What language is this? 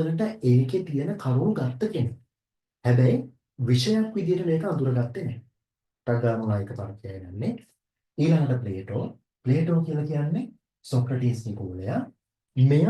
Sinhala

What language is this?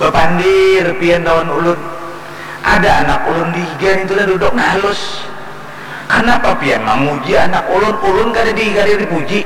Banjar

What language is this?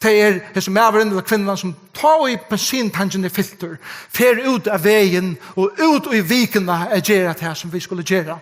Faroese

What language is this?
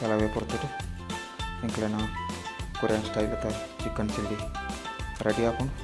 Tulu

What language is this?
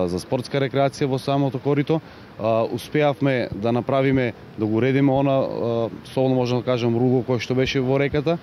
Macedonian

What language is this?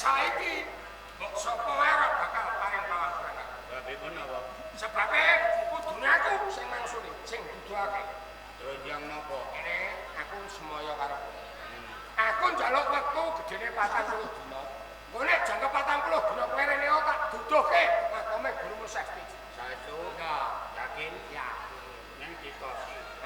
Javanese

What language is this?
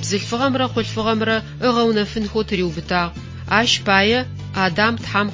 Adyghe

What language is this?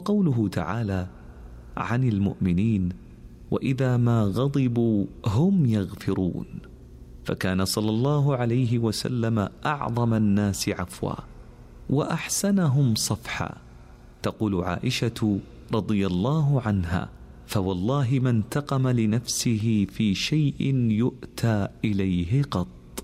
Arabic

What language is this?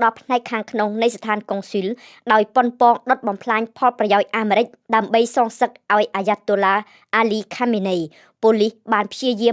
Khmer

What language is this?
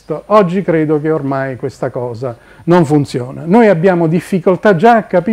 Italian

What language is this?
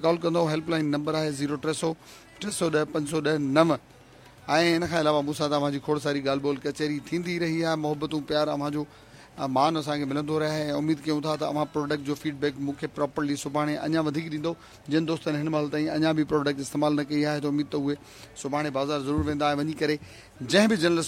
Sindhi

